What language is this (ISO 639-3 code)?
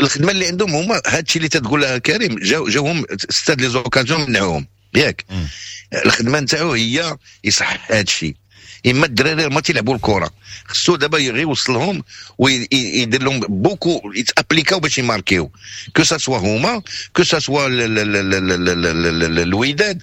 ary